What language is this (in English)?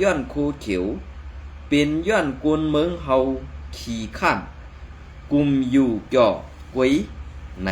Shan